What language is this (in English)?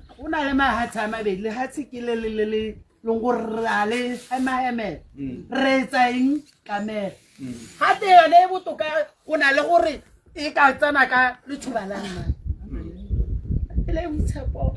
Tswana